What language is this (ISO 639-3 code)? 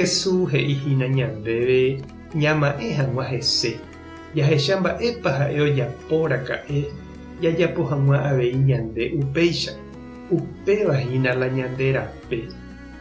grn